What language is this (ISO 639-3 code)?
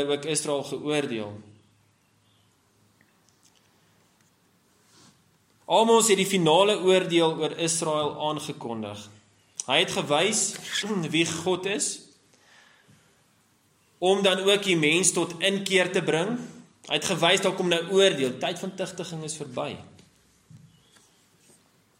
afr